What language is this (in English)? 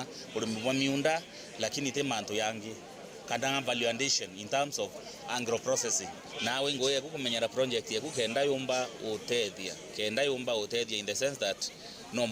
Meru